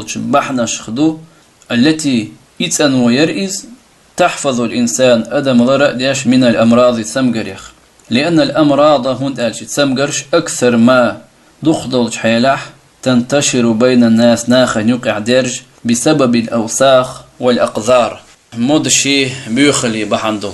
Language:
Chechen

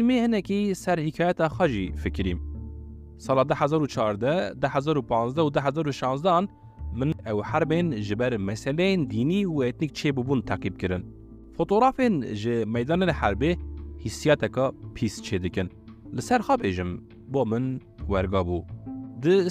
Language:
Kurdish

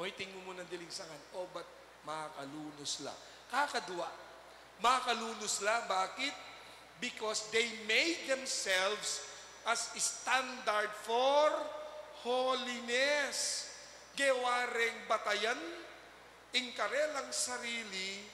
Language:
Pampanga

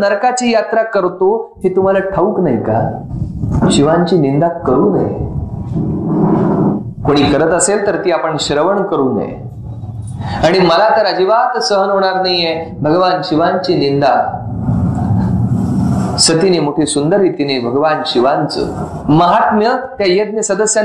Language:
Marathi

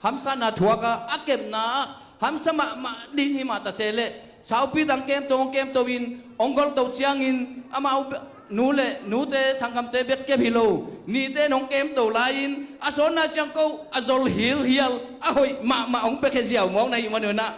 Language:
Tedim Chin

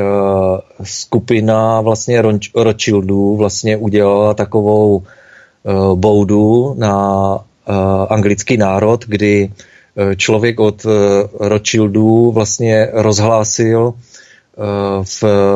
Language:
Czech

